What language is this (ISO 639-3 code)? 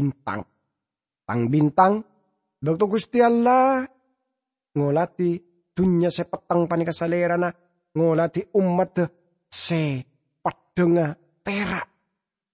mad